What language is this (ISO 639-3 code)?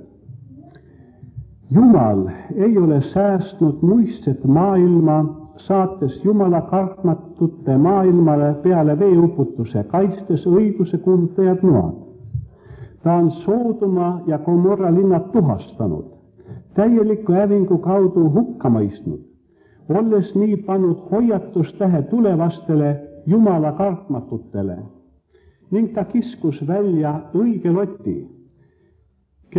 est